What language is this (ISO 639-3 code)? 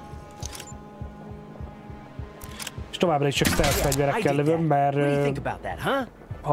hun